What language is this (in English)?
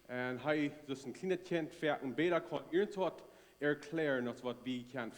Plautdietsch